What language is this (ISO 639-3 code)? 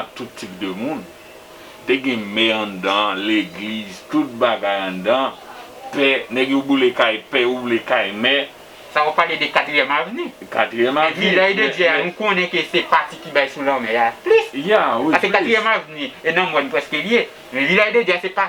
hat